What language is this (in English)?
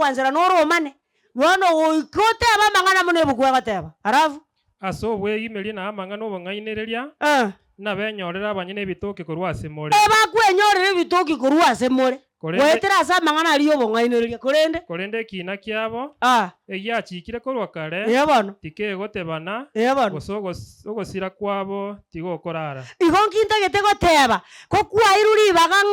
Gusii